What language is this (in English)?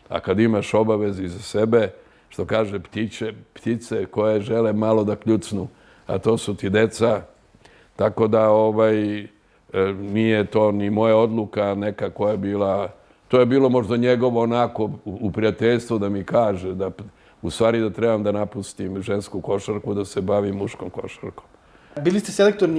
Serbian